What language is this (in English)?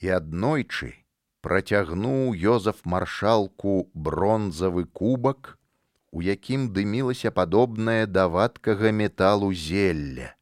Belarusian